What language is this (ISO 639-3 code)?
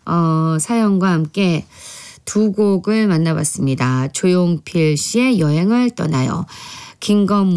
kor